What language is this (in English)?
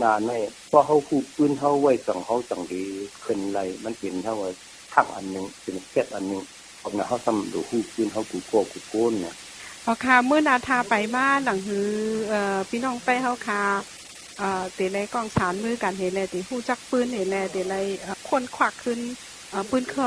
Shan